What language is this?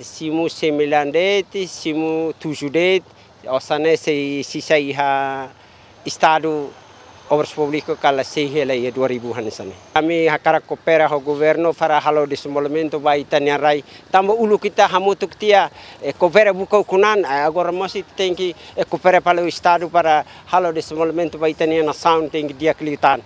Tetum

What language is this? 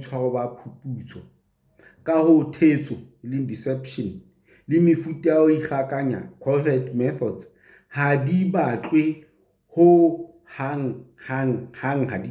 Southern Sotho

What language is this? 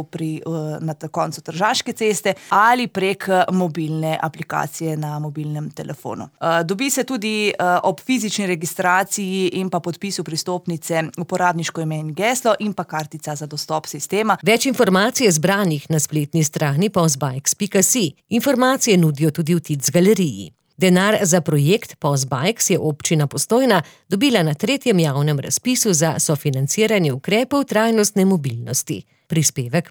Slovenian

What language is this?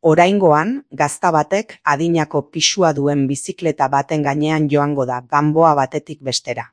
Basque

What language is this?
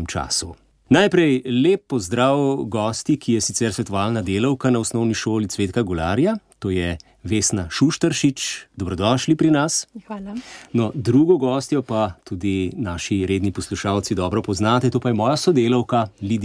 Slovenian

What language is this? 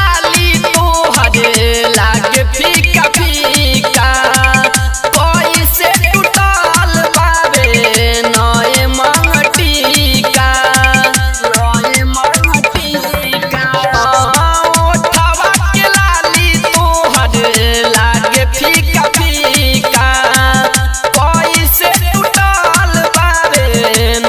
Bhojpuri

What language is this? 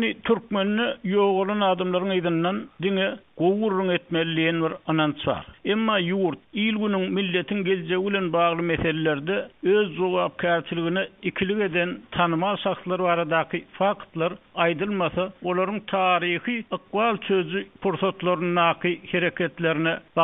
Turkmen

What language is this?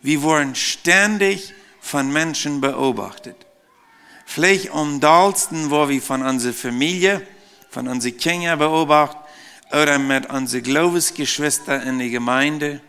Plautdietsch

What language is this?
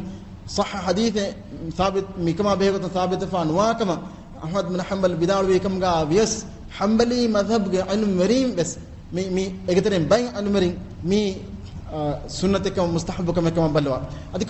Divehi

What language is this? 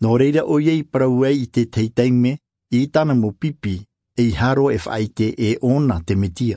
Tahitian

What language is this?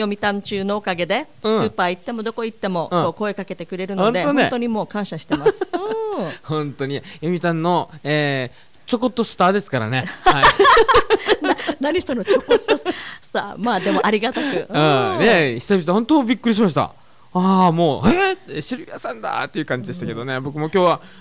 Japanese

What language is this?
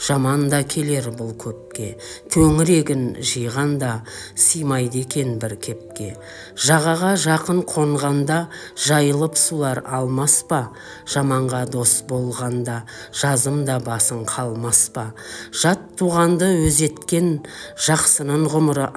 Kazakh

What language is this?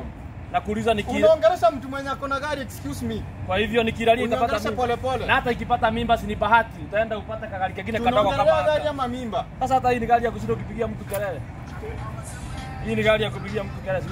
Swahili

